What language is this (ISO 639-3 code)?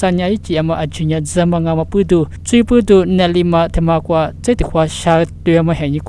lis